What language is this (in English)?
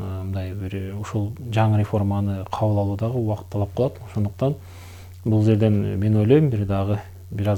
Kyrgyz